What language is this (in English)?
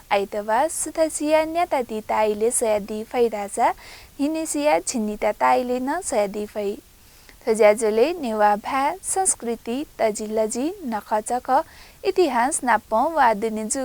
Newari